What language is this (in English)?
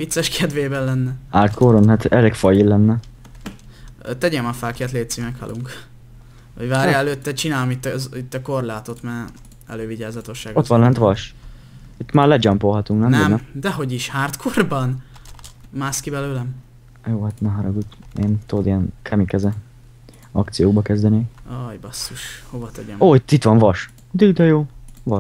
Hungarian